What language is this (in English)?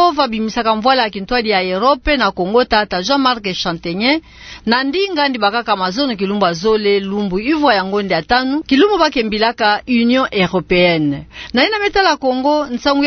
Kituba (Democratic Republic of Congo)